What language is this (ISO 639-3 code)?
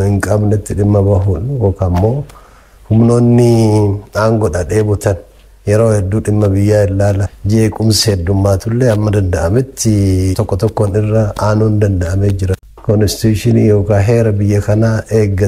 orm